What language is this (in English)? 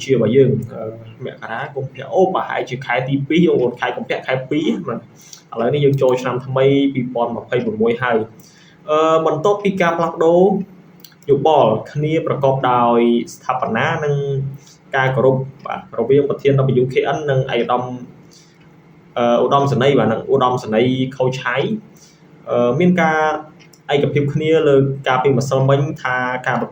Khmer